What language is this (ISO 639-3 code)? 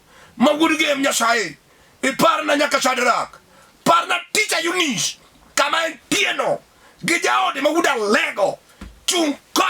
luo